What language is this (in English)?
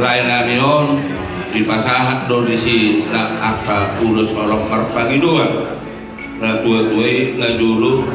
Batak Toba